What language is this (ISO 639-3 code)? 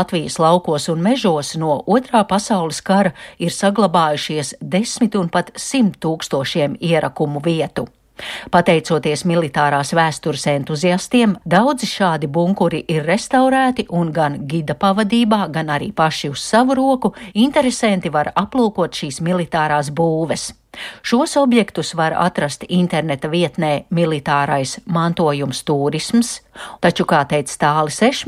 lav